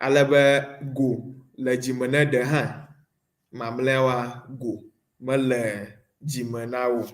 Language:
Ewe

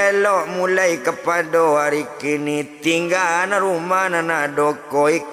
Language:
Minangkabau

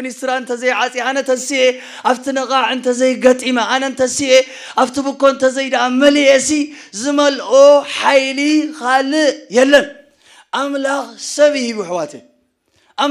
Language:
Tigrinya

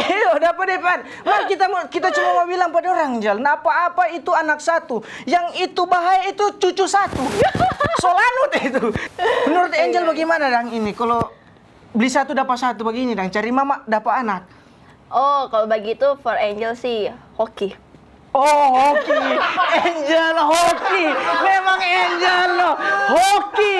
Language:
Manado Malay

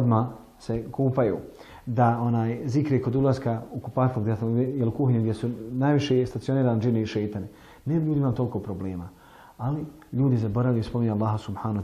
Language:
Bosnian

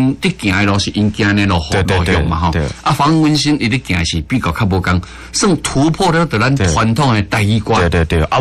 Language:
Min Nan Chinese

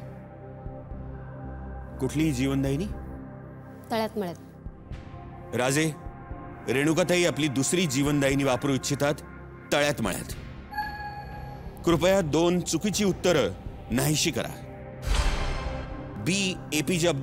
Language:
Marathi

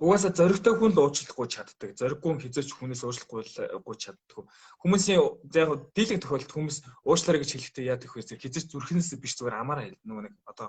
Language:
Mongolian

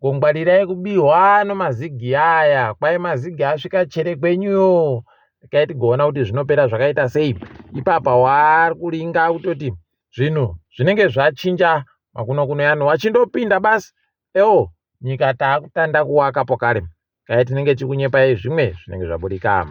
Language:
Ndau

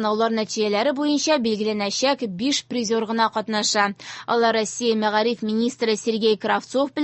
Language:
Tatar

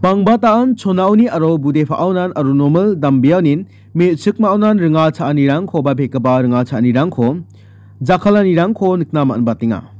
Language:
Garo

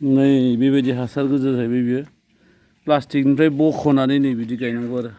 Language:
Bodo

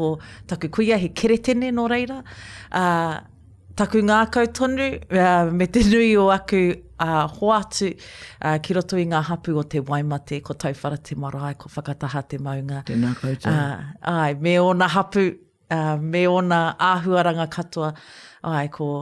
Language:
Māori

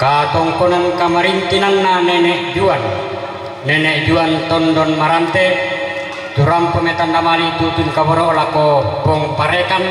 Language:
Toraja-Sa'dan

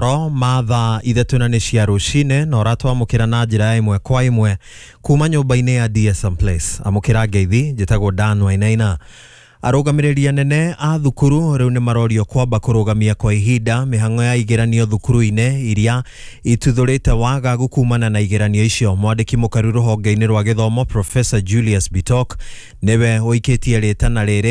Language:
Kikuyu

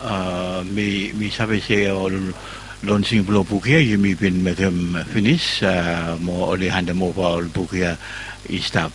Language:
Bislama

